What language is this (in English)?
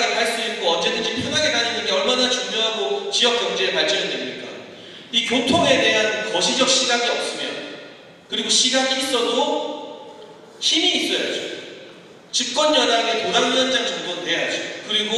Korean